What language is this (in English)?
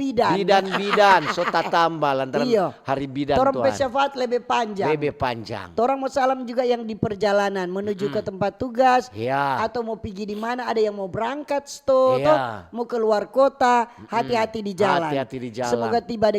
Manado Malay